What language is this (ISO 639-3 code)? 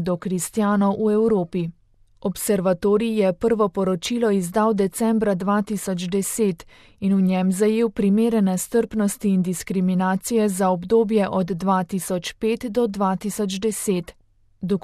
slv